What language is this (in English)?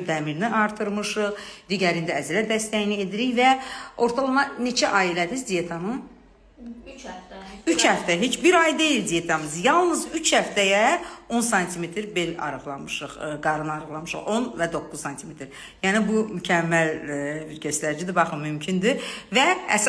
Azerbaijani